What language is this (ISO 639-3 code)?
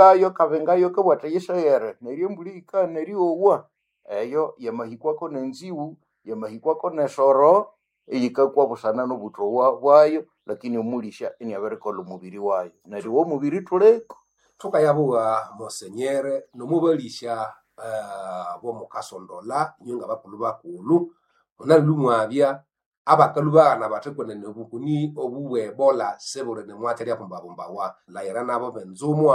nnb